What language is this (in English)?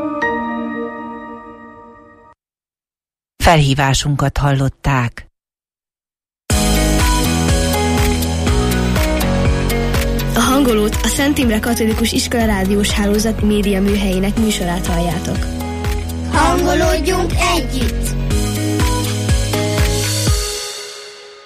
Hungarian